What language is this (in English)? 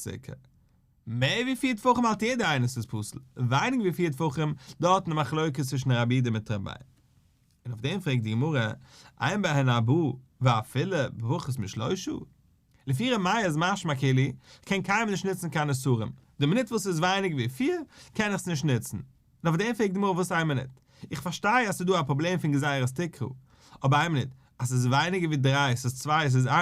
Yiddish